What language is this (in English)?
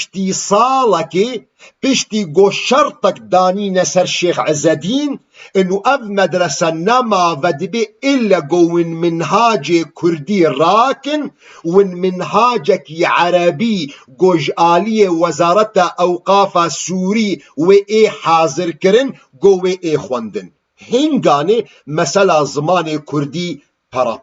Kurdish